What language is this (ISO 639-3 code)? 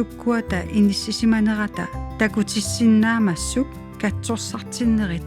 kal